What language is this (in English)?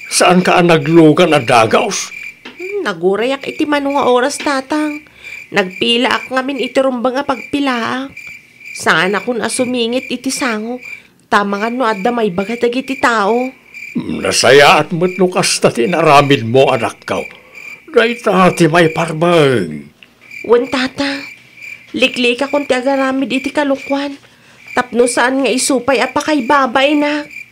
Iloko